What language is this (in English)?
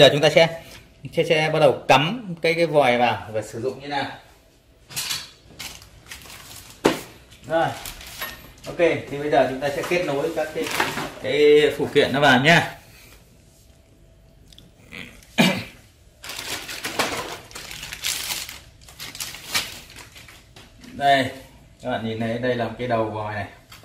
Vietnamese